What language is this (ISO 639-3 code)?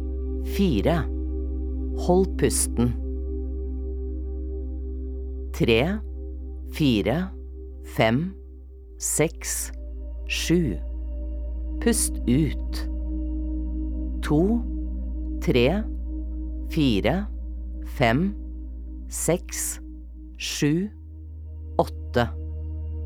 nor